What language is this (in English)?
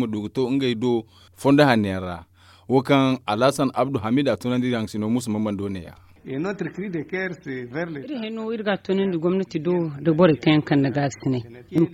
Zarma